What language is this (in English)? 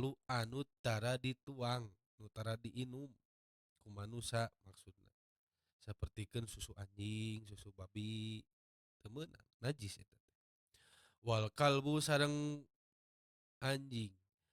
Sundanese